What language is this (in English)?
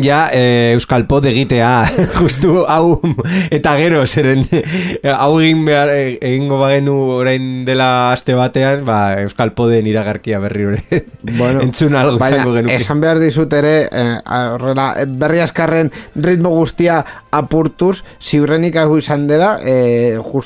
Basque